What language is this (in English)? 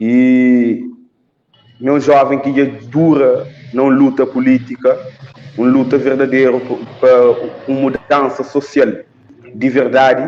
Kabuverdianu